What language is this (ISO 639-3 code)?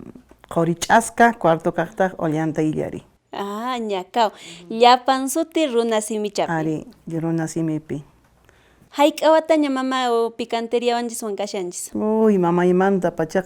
que